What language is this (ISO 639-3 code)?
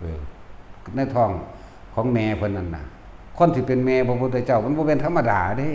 tts